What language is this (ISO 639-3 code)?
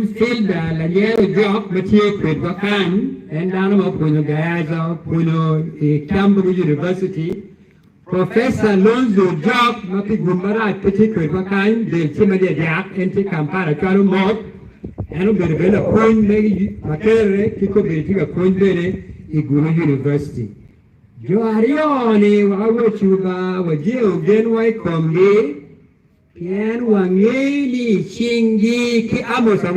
ach